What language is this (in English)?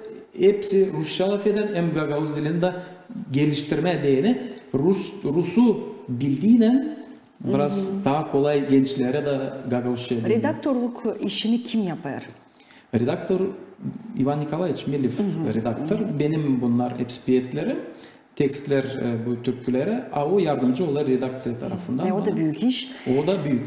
Gagauz